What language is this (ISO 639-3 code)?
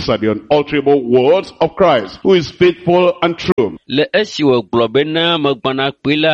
ewe